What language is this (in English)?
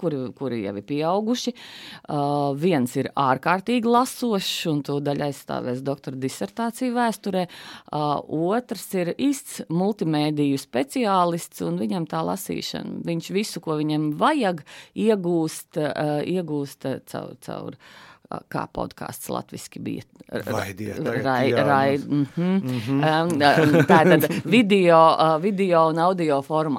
Latvian